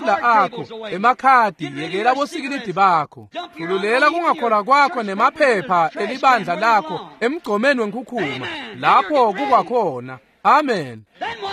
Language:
Swati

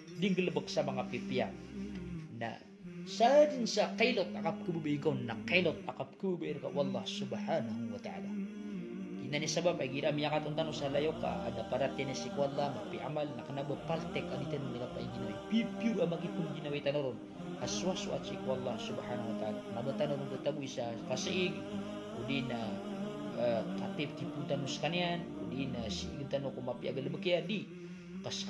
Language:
Maranao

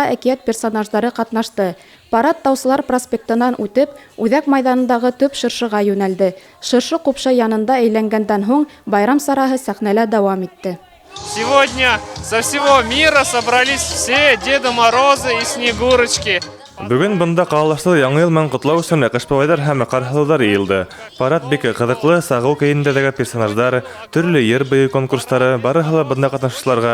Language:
Bashkir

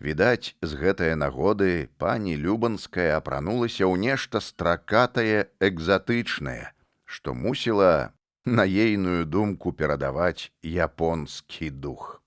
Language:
Belarusian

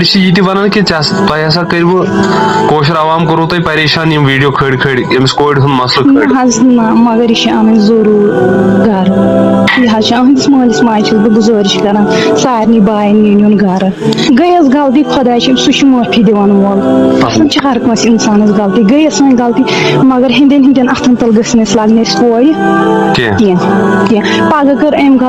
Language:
Kashmiri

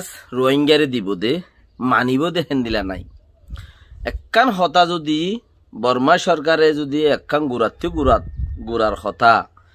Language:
Rohingya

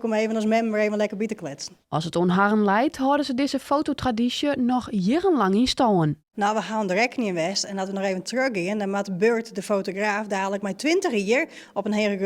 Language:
Western Frisian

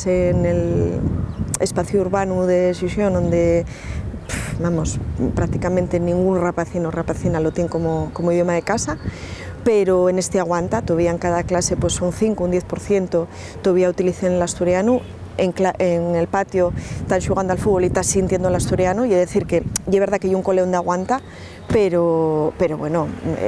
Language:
Asturian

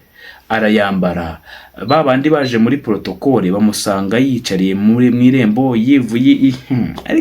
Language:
Kinyarwanda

